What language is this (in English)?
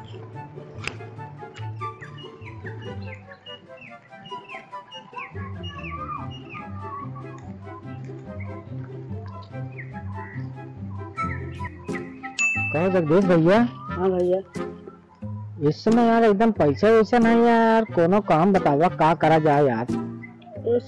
Hindi